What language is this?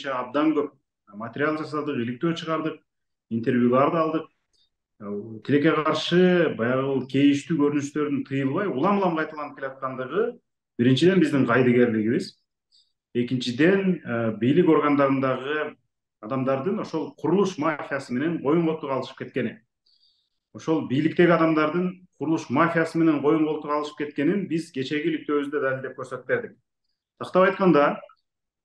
Kyrgyz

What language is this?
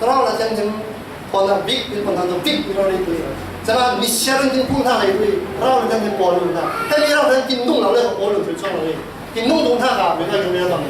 Falam Chin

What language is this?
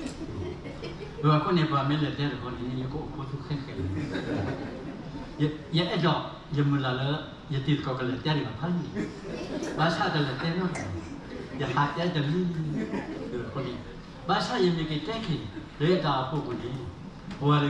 S'gaw Karen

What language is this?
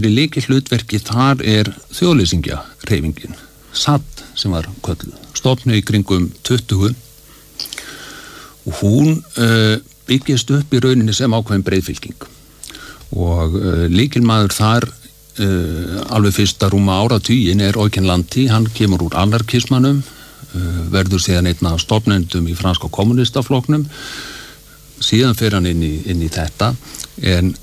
Icelandic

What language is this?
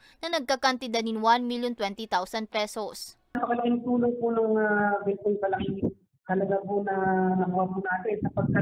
Bikol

